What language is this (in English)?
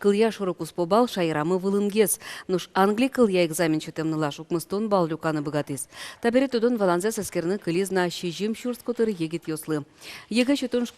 Udmurt